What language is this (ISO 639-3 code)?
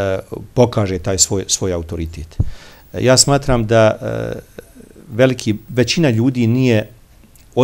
bos